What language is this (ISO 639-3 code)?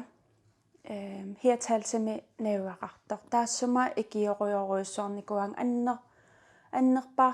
kal